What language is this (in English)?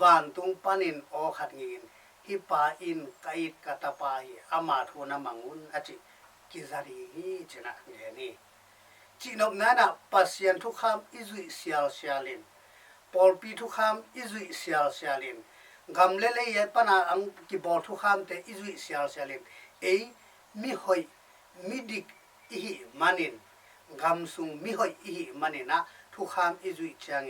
Tedim Chin